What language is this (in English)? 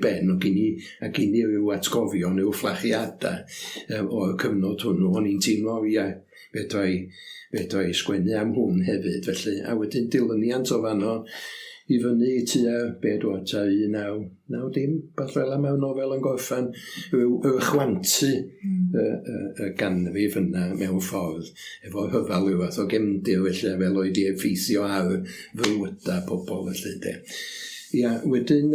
Welsh